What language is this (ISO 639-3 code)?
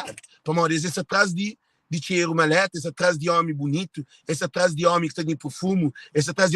kea